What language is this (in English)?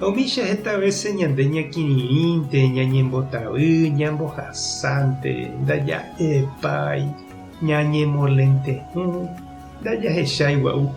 Guarani